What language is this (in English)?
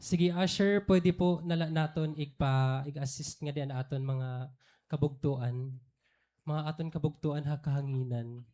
Waray